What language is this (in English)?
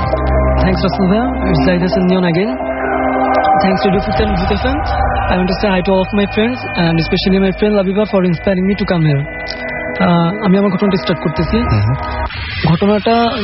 Bangla